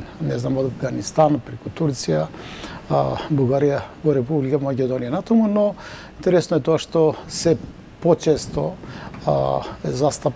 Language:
Macedonian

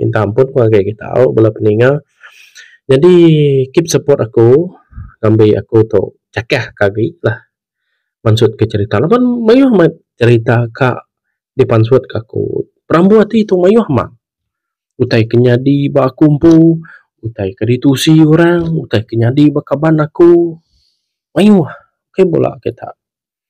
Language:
Iban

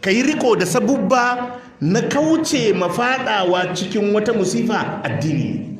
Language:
Hausa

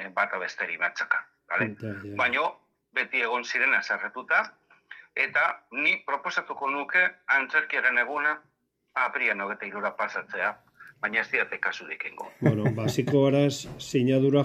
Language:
Basque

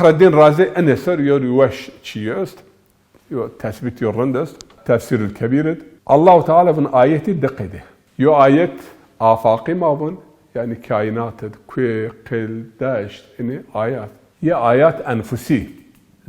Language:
Zaza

